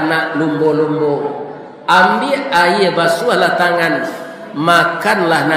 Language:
Minangkabau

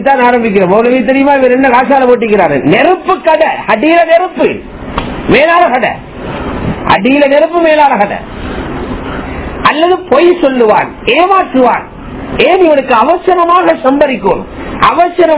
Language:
Tamil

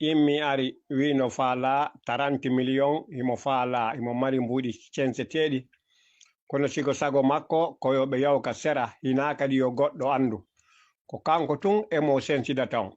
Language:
Fula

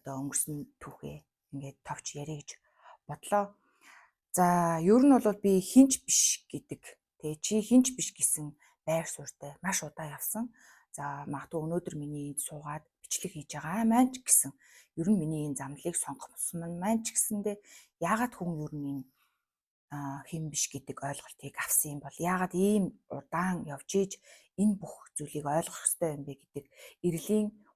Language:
Mongolian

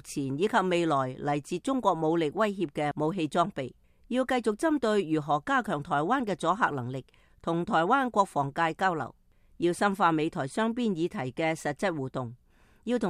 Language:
Cantonese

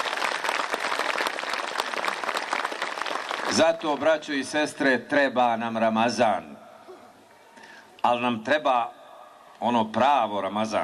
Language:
Bosnian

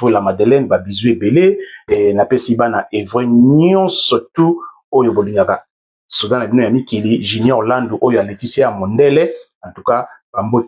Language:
Lingala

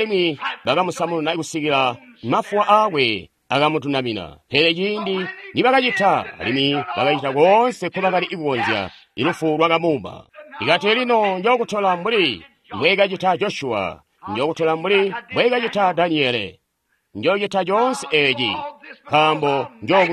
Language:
Tonga (Zambia)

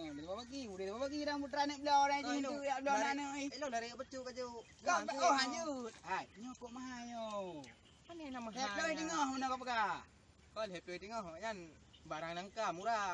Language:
Achinese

